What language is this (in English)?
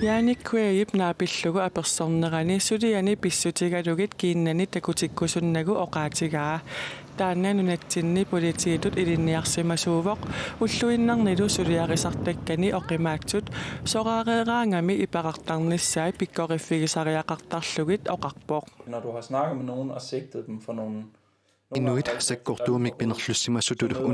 Kalaallisut